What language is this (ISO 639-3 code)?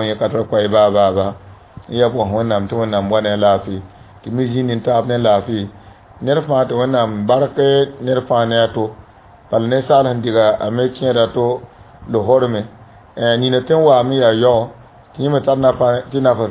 mos